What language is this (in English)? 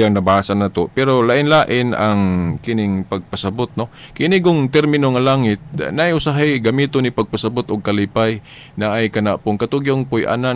Cebuano